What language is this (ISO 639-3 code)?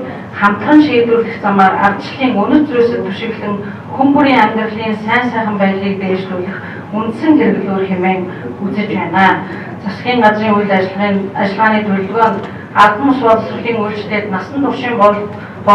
mon